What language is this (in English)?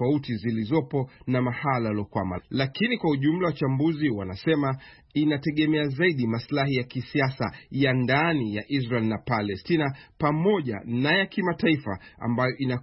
Swahili